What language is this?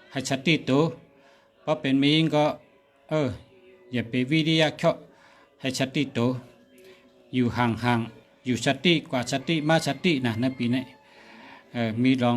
Shan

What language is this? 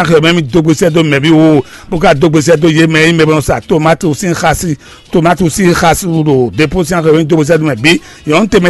Fon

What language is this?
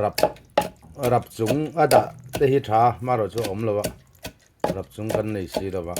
Mizo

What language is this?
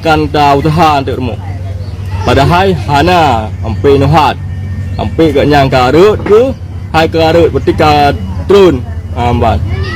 Achinese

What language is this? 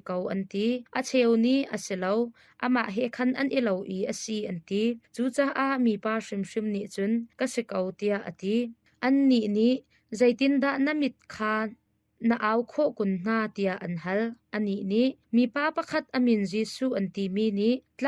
Hakha Chin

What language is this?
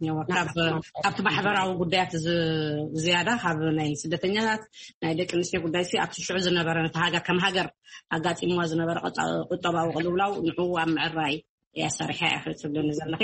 Tigrinya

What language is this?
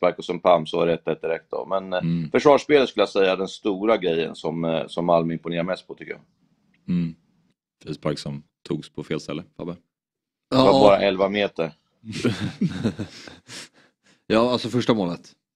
Swedish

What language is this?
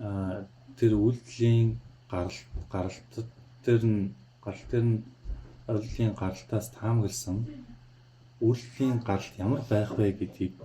Mongolian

